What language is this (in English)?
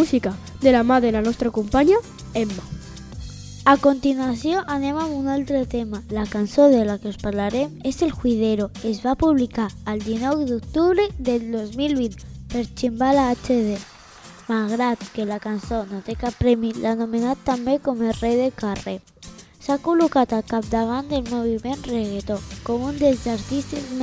Catalan